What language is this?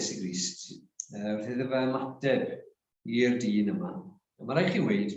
Welsh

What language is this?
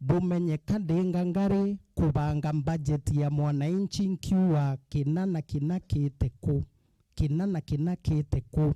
Meru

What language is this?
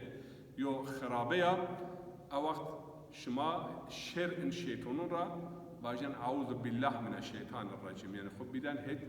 Zaza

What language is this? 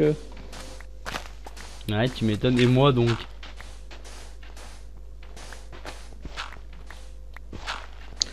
French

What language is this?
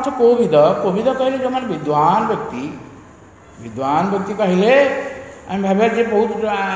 Odia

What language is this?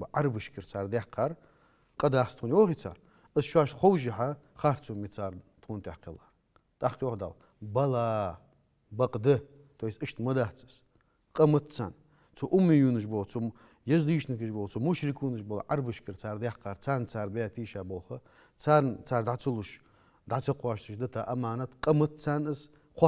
Ingush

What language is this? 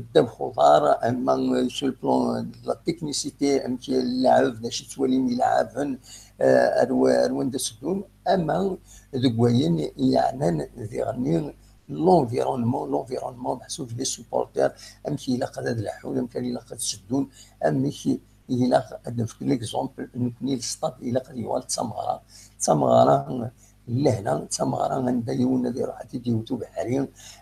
Kabyle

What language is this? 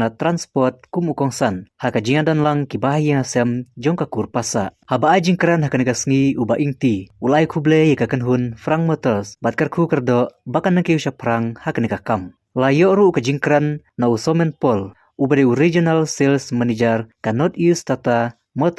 Khasi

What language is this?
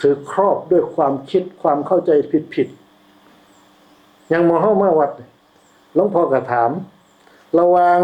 Northeastern Thai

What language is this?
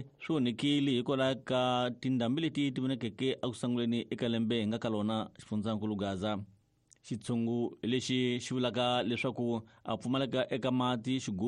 Tsonga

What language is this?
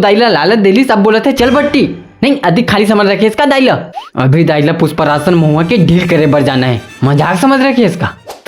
Chhattisgarhi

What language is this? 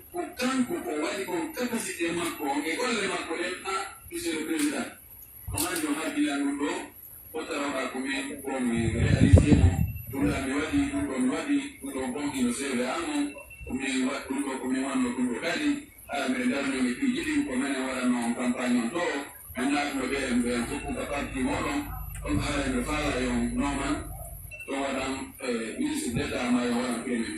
Pular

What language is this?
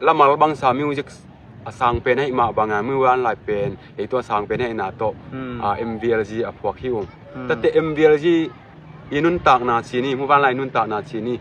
Tedim Chin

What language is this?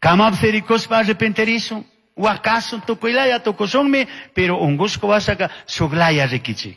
Chimborazo Highland Quichua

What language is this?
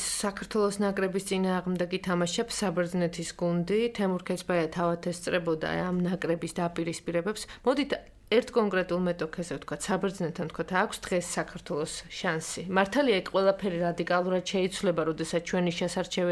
Georgian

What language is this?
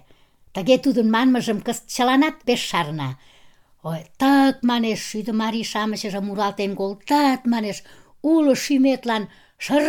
Mari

